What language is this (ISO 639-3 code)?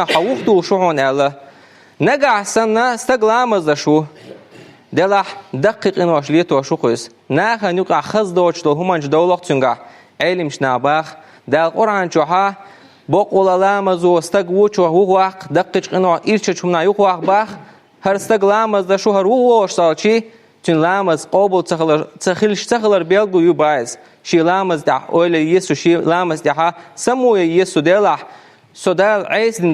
che